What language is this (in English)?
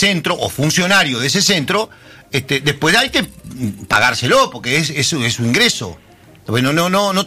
Spanish